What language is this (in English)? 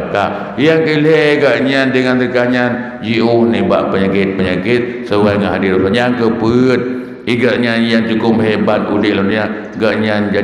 Achinese